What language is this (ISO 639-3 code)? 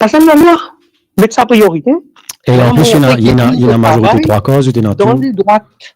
mfe